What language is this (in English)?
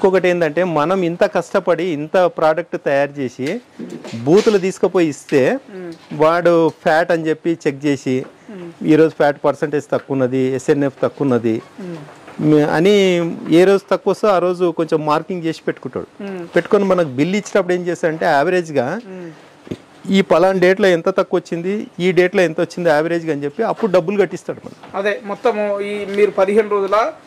Telugu